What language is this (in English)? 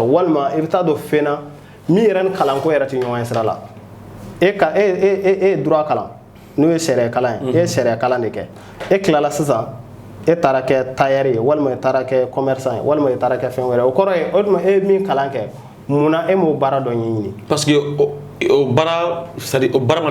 Bambara